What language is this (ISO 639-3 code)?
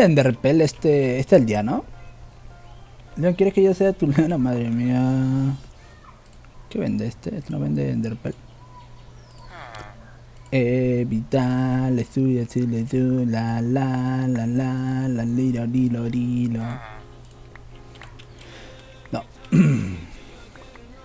spa